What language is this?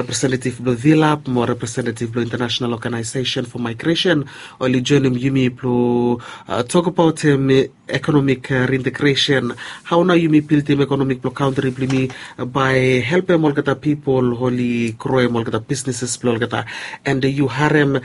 Bislama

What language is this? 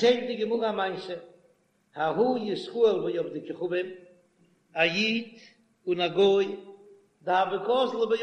Yiddish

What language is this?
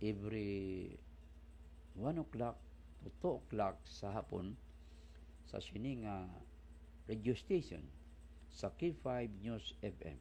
Hiligaynon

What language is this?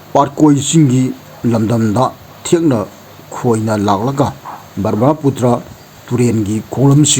Manipuri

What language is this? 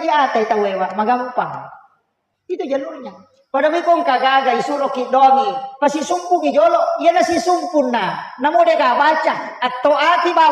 Buginese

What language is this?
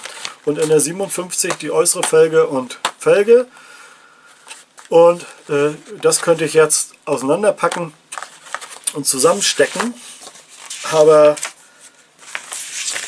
German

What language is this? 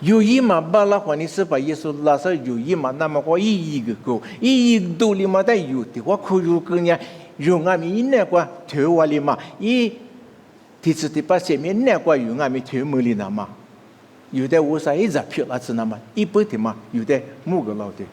Lisu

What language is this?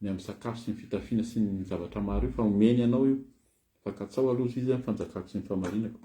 Malagasy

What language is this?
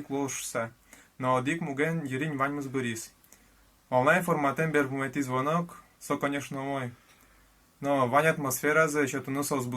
Udmurt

